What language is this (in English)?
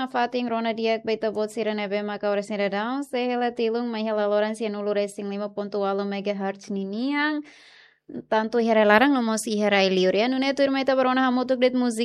Tetum